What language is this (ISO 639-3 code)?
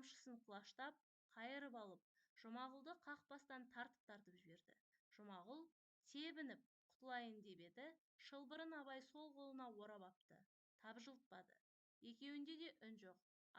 kaz